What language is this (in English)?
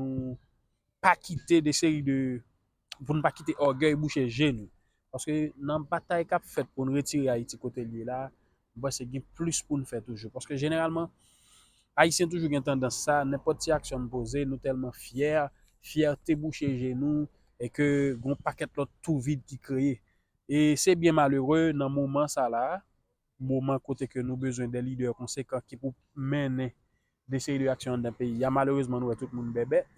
Haitian Creole